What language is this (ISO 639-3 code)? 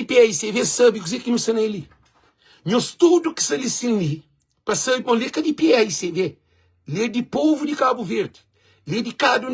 kea